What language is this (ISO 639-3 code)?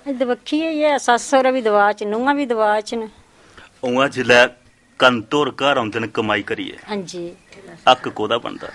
doi